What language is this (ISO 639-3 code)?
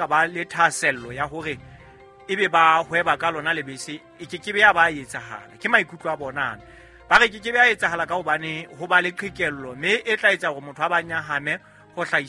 sot